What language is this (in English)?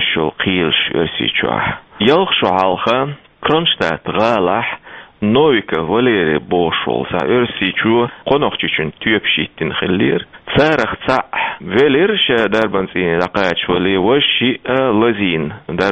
Chechen